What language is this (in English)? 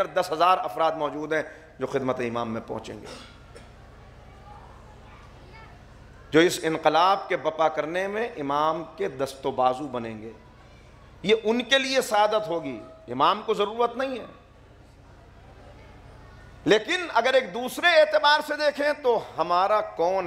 Urdu